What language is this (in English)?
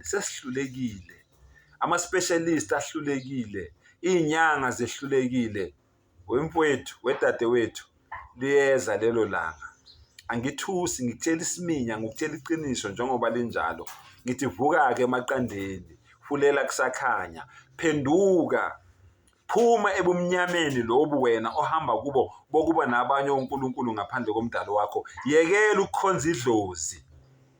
Zulu